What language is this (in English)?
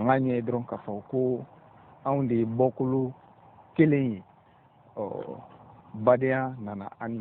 Bambara